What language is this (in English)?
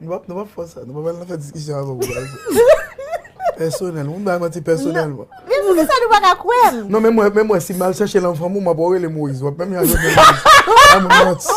Haitian Creole